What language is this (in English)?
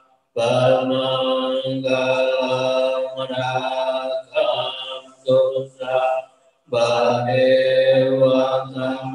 Indonesian